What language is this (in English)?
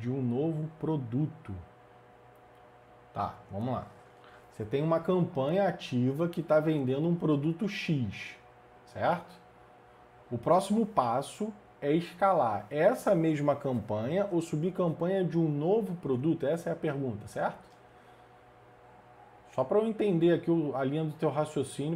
Portuguese